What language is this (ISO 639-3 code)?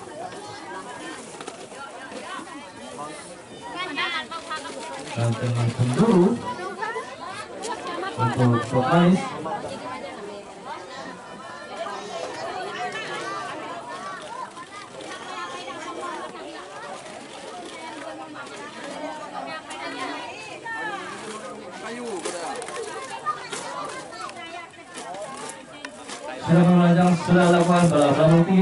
ind